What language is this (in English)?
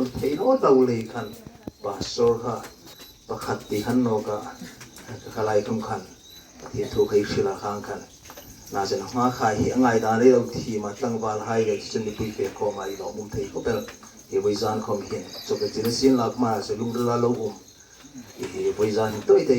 Hmar